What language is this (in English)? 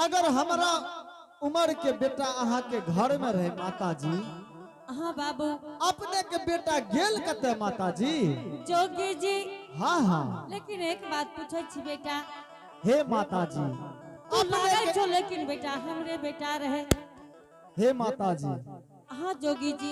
Angika